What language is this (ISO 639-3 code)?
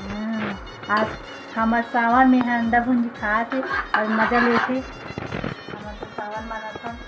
hne